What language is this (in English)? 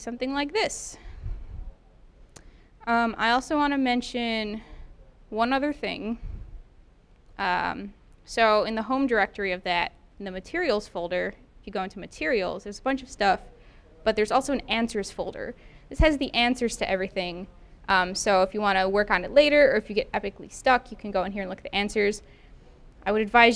English